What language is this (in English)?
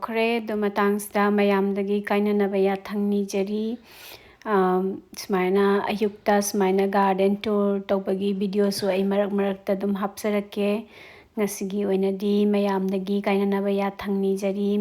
Manipuri